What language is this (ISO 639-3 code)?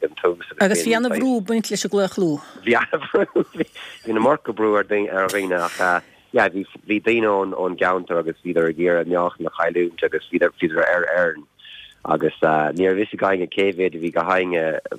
gle